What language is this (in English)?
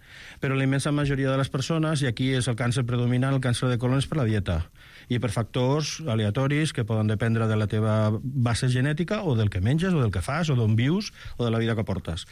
Catalan